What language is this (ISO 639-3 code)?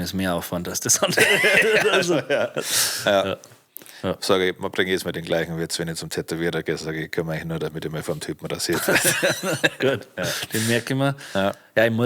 bar